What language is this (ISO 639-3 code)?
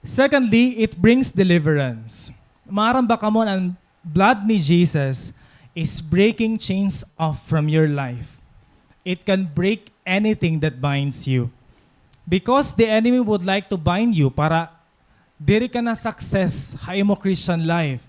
war